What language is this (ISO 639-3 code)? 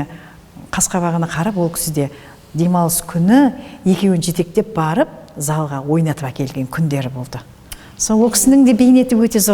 kaz